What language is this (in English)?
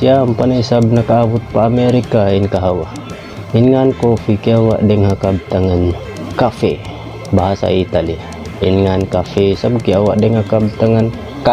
Tausug